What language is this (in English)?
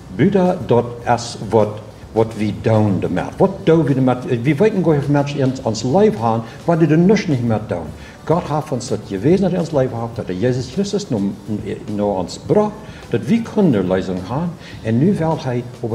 Plautdietsch